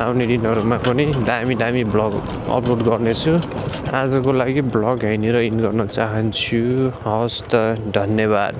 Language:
Nepali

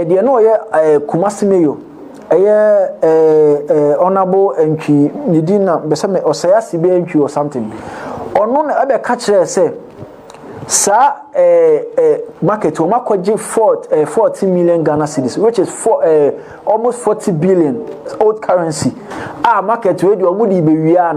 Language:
Akan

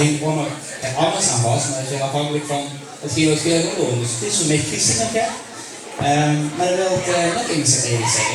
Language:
Limburgish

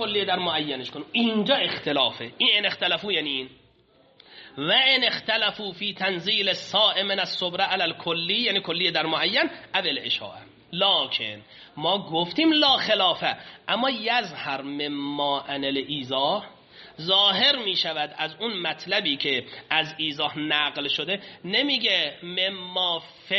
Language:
Persian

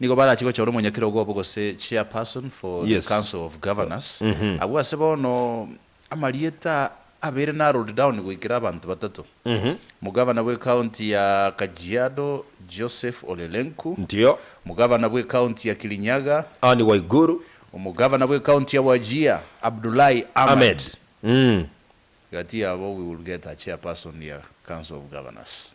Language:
Gusii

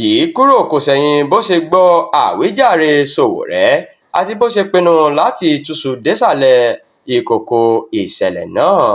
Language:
Yoruba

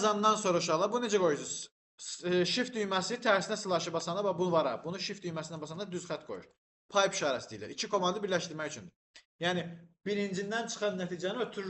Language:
Azerbaijani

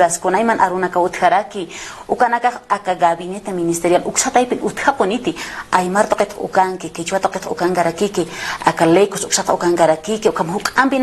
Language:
Aymara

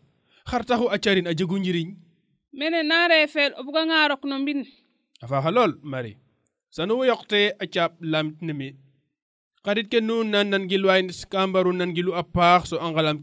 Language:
Serer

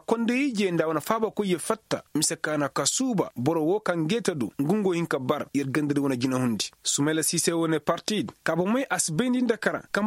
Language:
Koyraboro Senni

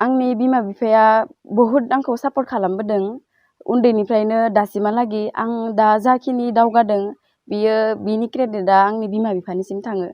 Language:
Bodo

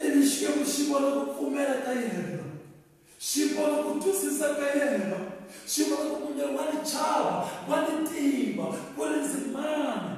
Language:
Tsonga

